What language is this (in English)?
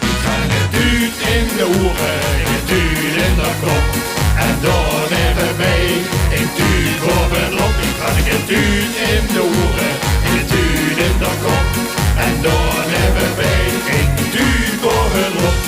Limburgish